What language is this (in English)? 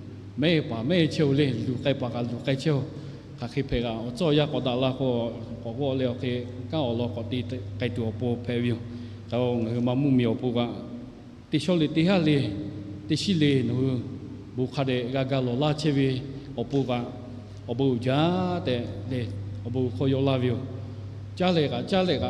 Lahu